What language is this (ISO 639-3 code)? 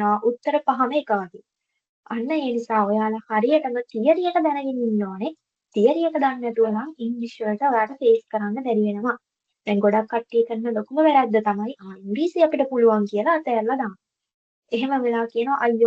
sin